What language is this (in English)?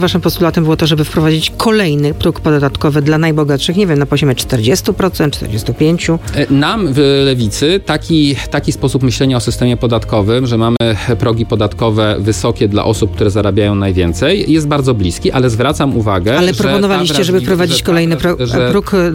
Polish